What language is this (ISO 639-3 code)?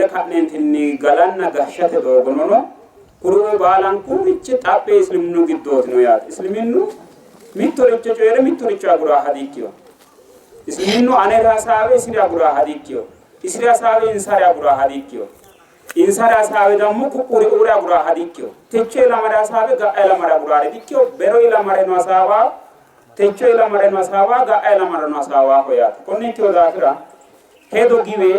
sid